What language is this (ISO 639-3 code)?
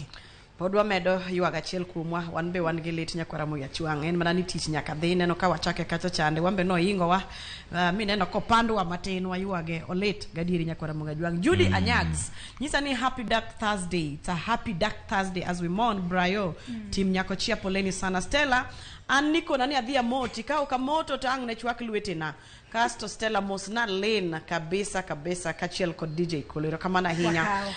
luo